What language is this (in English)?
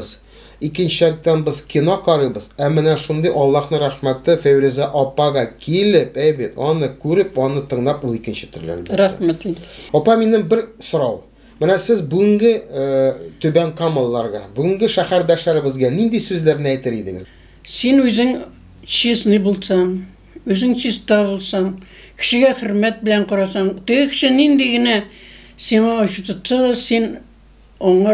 Tatar